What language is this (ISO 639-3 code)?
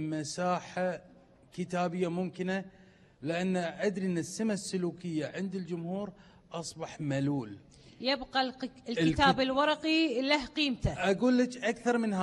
afb